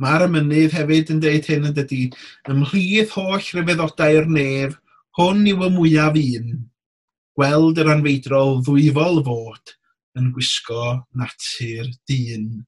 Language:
Welsh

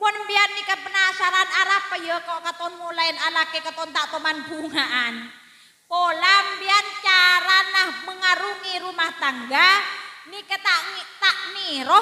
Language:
Madurese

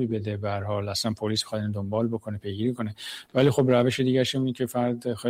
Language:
Persian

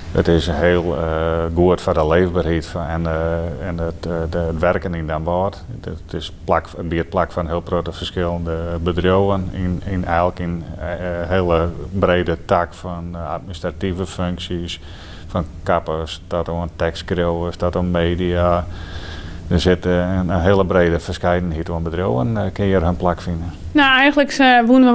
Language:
Western Frisian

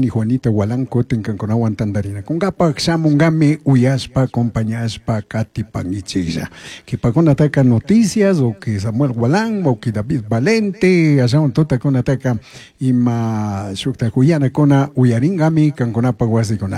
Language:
Chimborazo Highland Quichua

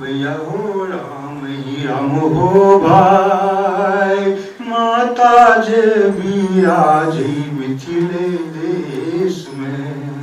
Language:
Maithili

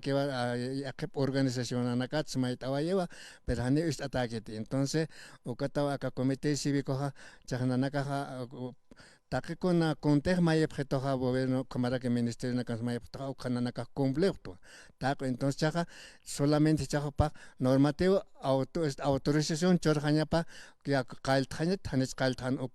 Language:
Aymara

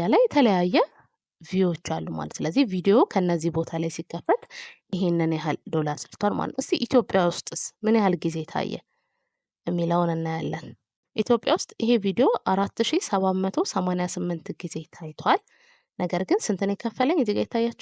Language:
Amharic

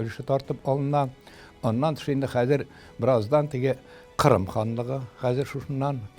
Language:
Tatar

